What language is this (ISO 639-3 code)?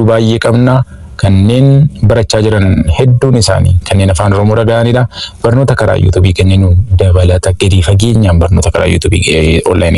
orm